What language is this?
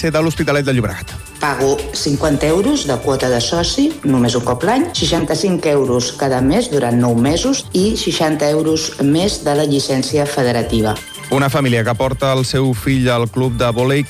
Catalan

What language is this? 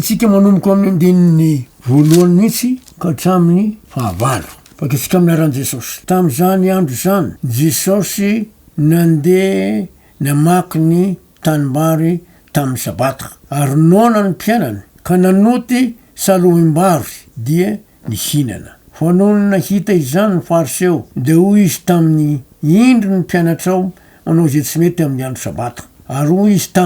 Malagasy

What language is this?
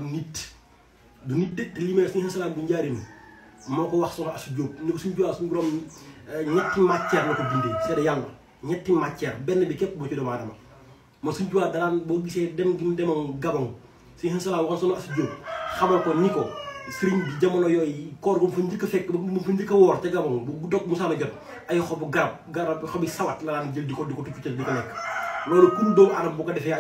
Wolof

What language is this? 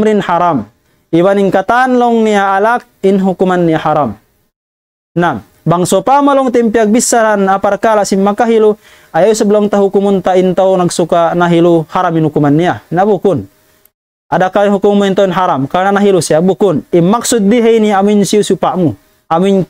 Tausug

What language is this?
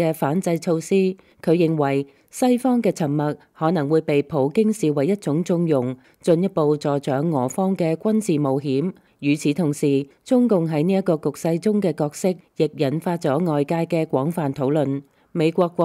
Cantonese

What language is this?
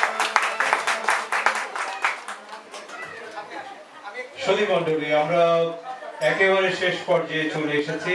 Bangla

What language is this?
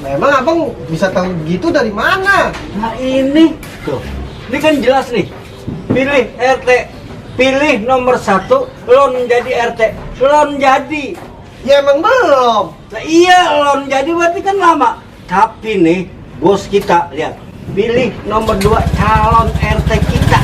Betawi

